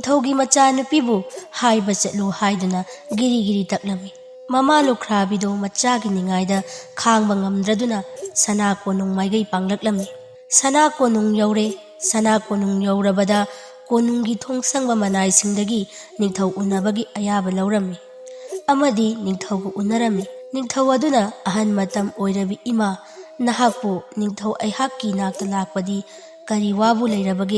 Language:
Manipuri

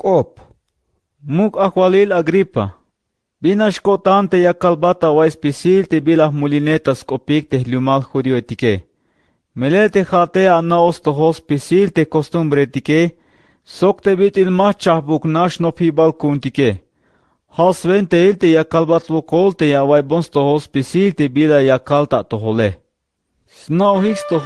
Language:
Tzeltal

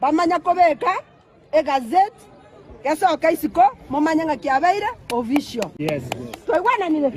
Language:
Gusii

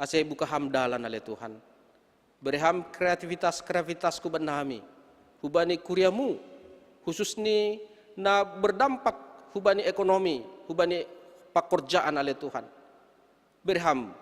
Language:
Batak Simalungun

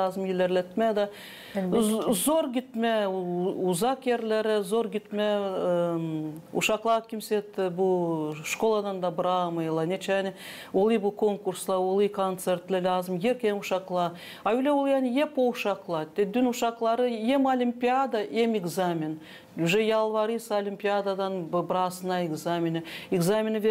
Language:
Gagauz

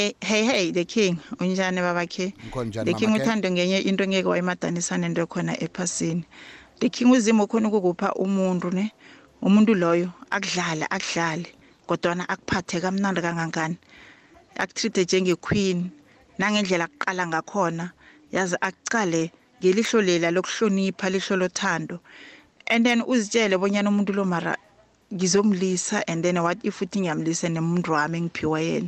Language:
South Ndebele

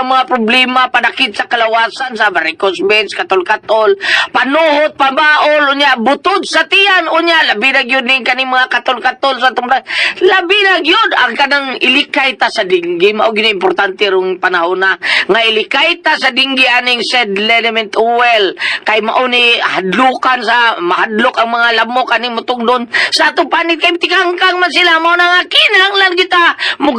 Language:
Cebuano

